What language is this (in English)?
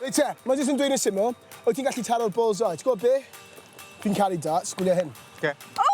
Welsh